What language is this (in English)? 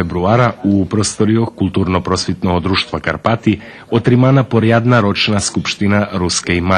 Rusyn